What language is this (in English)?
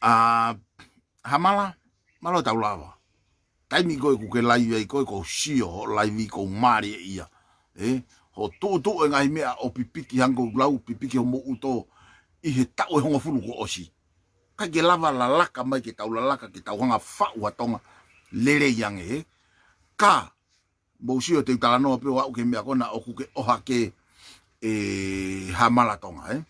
Tongan